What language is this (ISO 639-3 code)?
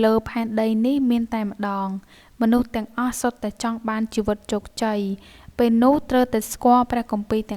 khm